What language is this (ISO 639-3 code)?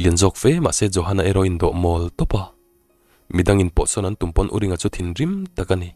lus